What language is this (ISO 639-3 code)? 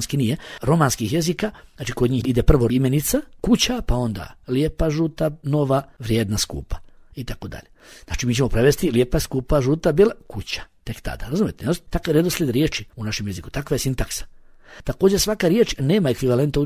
bos